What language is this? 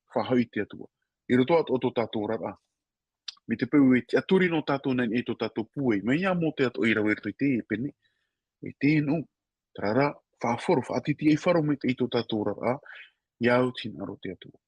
Tahitian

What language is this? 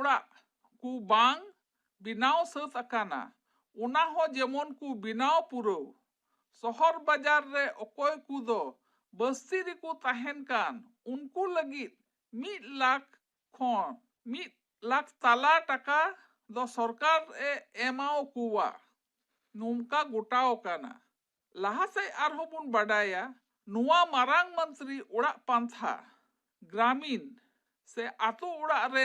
Santali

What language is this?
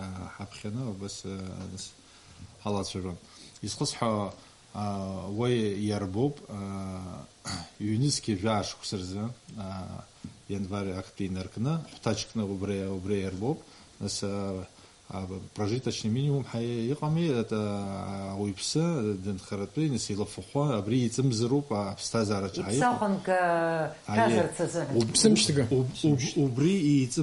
Abkhazian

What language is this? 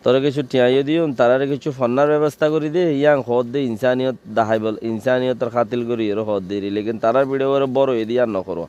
Rohingya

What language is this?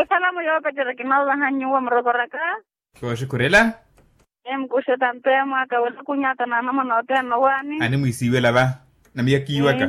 Makhuwa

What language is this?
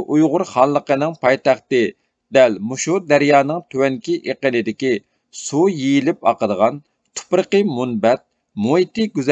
Uyghur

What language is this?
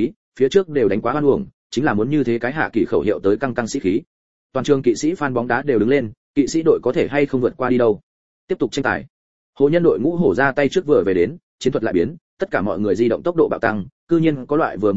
Vietnamese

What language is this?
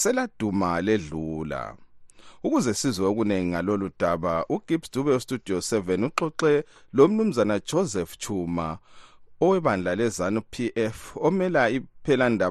North Ndebele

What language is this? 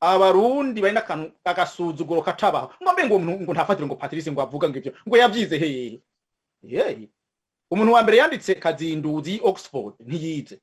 Rundi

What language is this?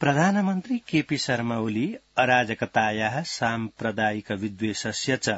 Sanskrit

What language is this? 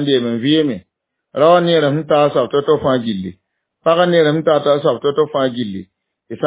Mossi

